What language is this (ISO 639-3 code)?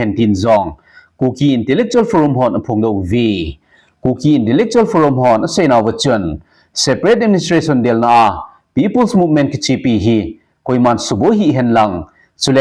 tcz